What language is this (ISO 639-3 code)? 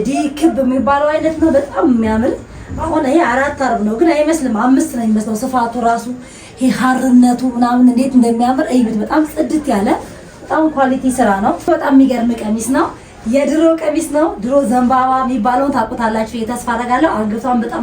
amh